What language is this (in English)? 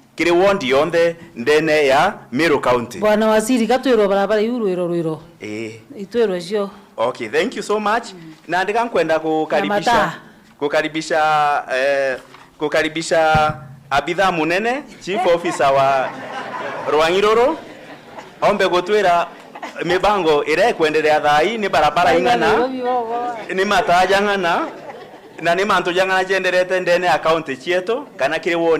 Meru